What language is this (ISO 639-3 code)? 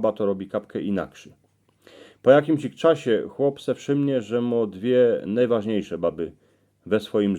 szl